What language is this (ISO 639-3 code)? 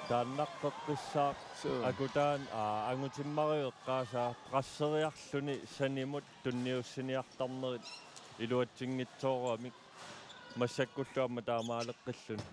kal